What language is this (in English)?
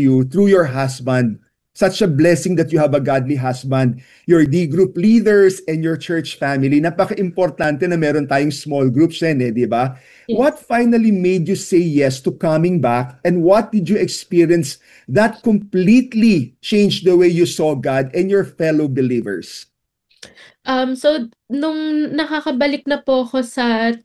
Filipino